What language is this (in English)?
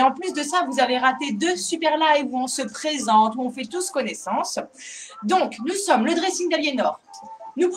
French